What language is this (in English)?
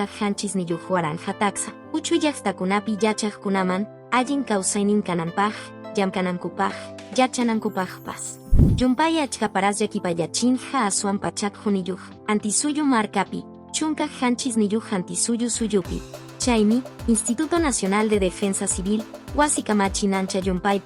Quechua